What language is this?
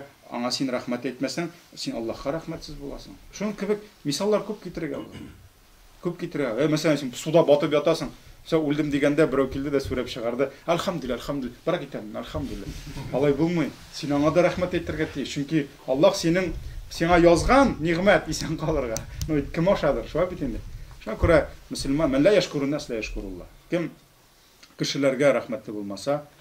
Tatar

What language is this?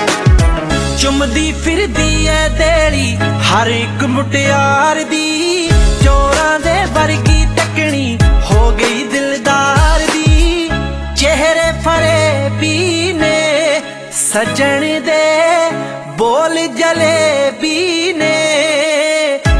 Punjabi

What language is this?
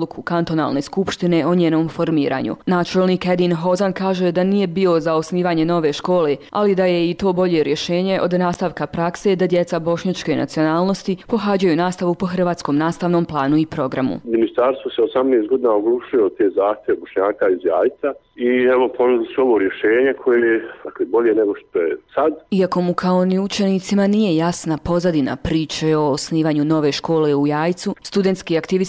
Bosnian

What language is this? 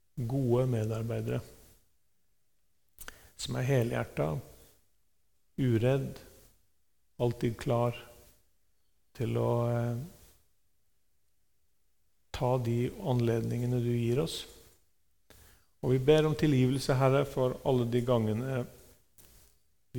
Norwegian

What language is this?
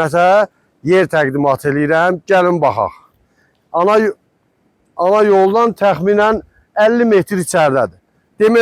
Azerbaijani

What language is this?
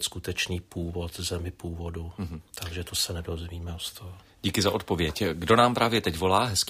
Czech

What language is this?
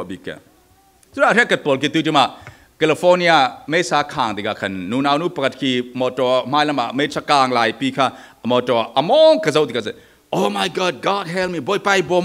Falam Chin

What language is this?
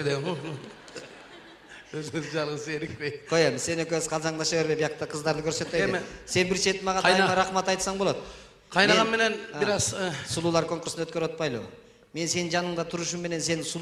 Kyrgyz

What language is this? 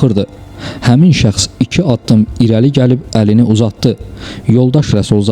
Azerbaijani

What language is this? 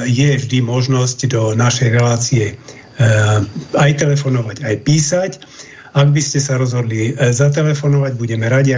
Slovak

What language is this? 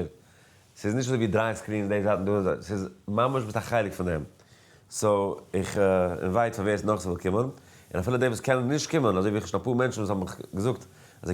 Yiddish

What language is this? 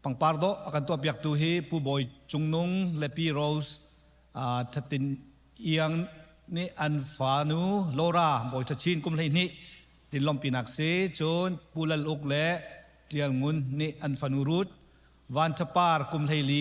Hakha Chin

